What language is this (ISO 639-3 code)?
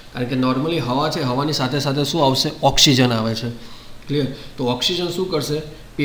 guj